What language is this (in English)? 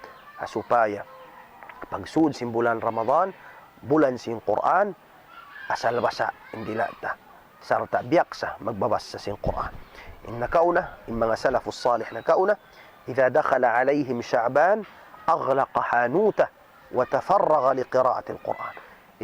Tausug